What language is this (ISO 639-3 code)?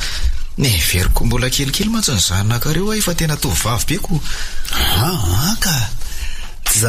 mlg